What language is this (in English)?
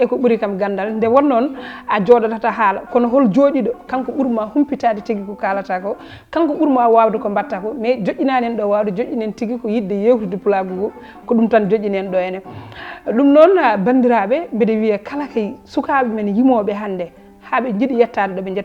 Fula